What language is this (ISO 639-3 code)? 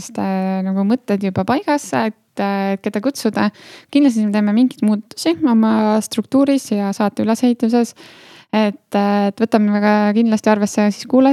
est